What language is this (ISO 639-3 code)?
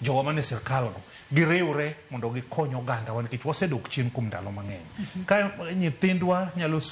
luo